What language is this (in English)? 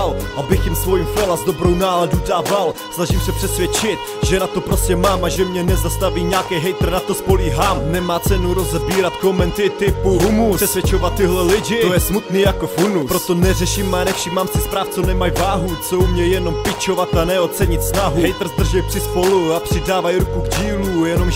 Czech